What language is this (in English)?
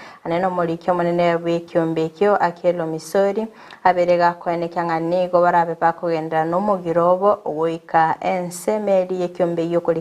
Gusii